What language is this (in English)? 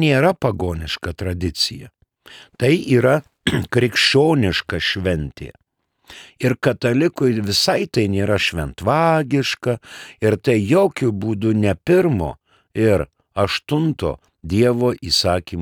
Lithuanian